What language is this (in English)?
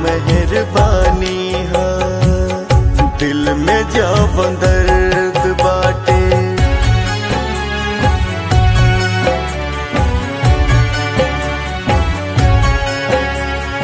Bhojpuri